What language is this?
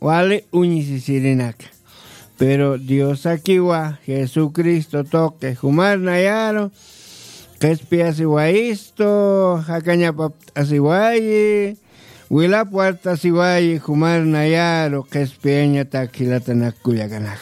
Aymara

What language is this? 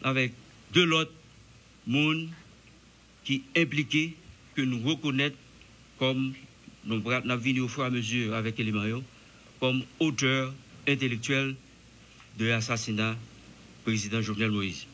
Haitian Creole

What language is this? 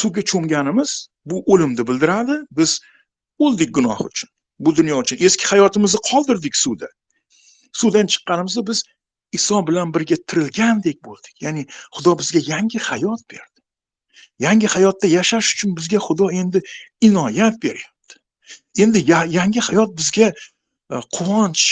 Uzbek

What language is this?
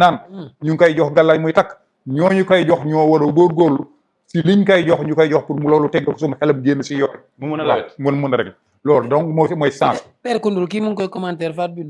Wolof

